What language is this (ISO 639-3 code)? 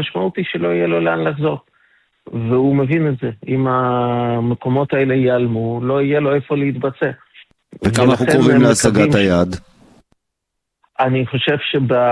heb